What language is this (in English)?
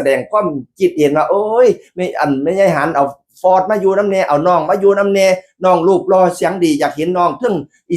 Northeastern Thai